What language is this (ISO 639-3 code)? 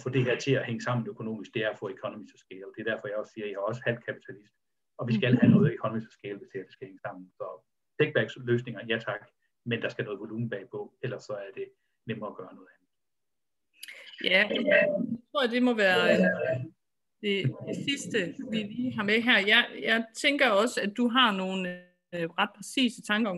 dan